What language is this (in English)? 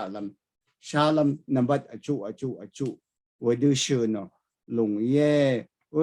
Rawang